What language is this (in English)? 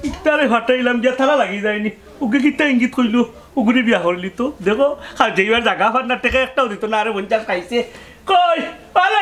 Sylheti